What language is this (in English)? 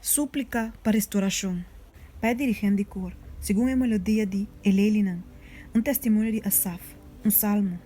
Papiamento